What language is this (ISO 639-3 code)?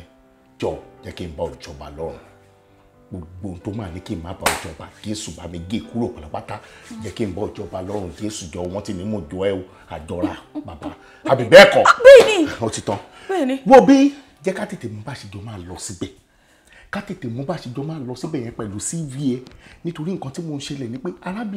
yor